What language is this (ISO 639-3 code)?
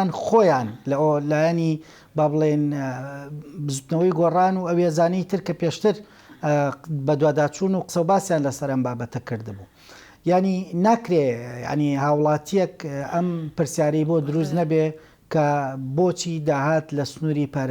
ckb